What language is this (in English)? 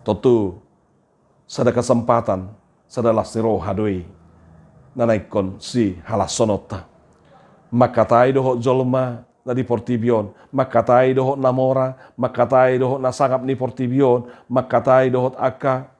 Batak Toba